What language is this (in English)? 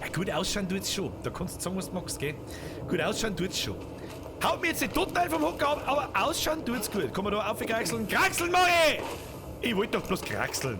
Bavarian